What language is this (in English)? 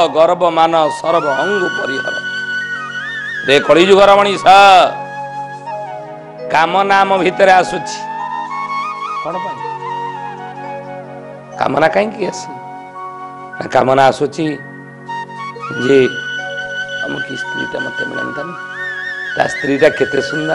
Odia